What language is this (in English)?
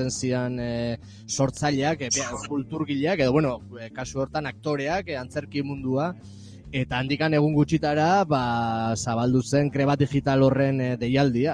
Basque